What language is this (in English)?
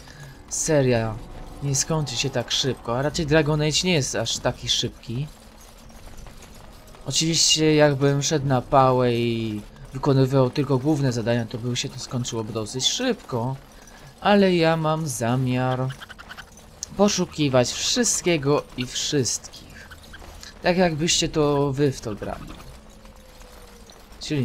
Polish